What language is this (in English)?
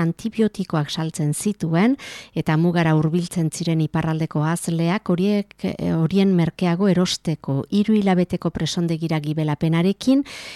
Basque